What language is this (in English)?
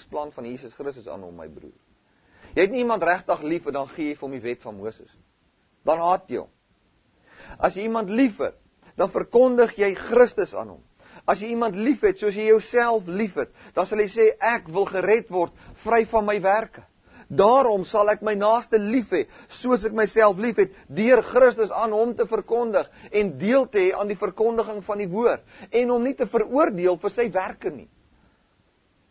Afrikaans